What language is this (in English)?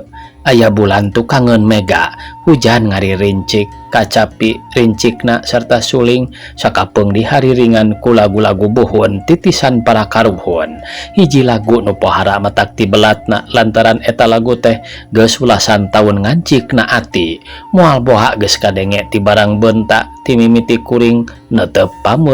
Sundanese